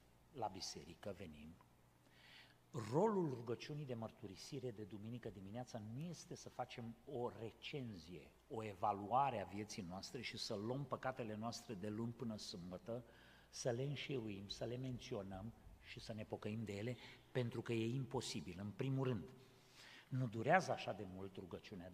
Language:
Romanian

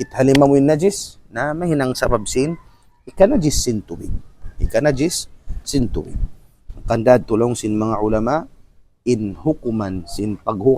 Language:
Tausug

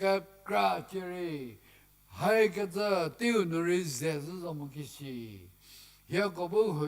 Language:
Angami Naga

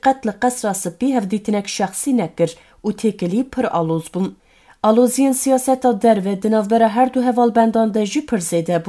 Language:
Kurdish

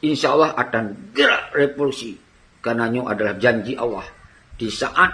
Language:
Achinese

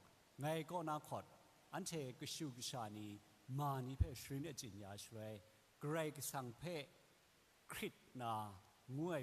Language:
Kachin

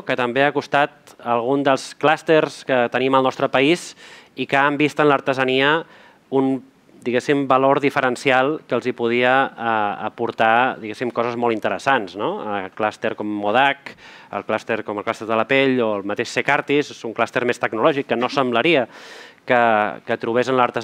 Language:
Catalan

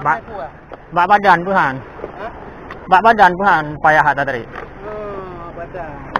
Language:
Achinese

